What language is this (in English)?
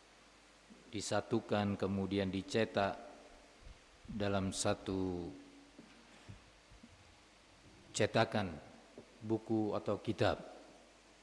Indonesian